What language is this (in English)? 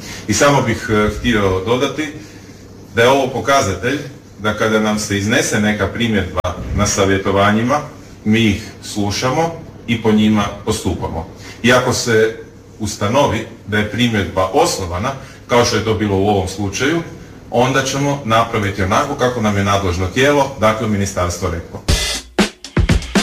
Croatian